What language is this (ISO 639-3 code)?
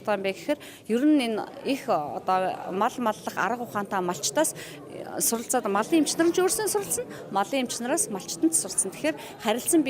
mon